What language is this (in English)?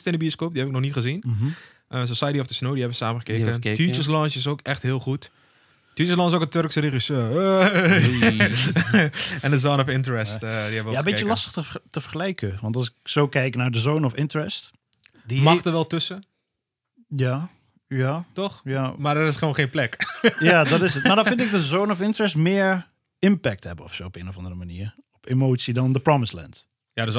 Dutch